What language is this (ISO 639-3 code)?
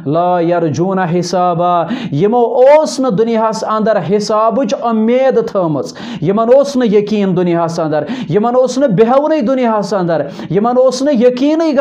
kas